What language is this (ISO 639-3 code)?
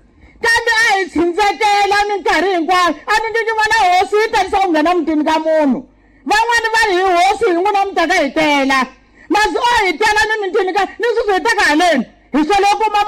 tso